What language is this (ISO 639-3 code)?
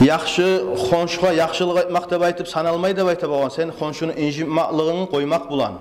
kum